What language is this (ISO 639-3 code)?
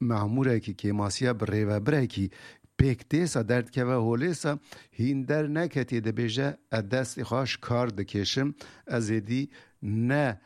kur